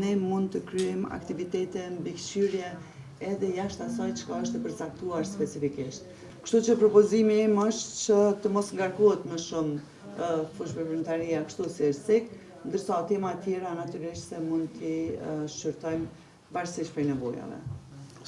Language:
Albanian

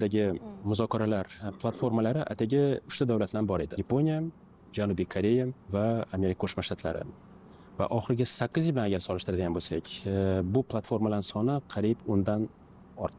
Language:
Uzbek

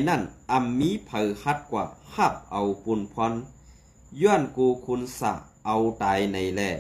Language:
Shan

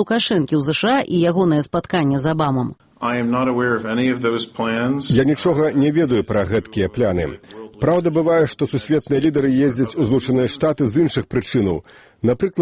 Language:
Belarusian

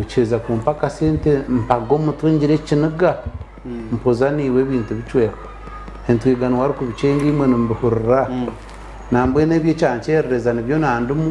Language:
Nyankole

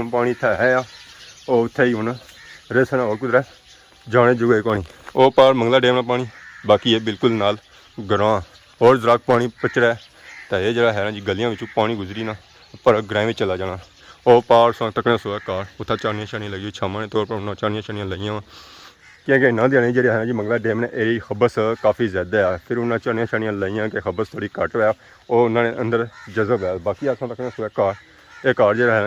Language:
Pahari-Potwari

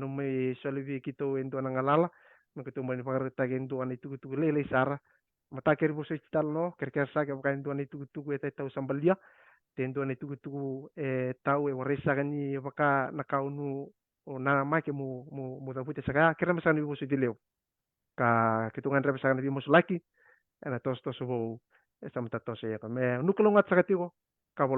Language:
Fijian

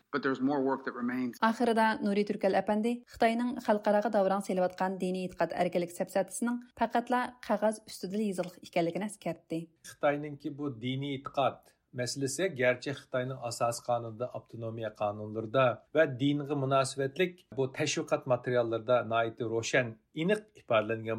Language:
Uyghur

